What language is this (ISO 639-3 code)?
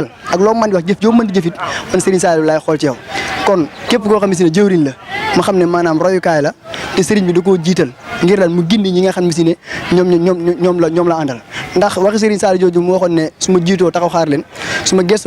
wol